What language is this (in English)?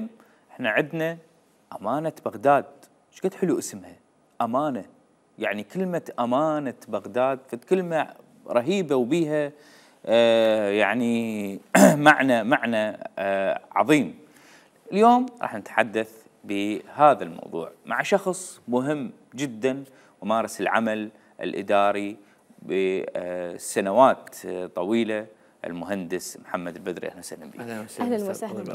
Mesopotamian Arabic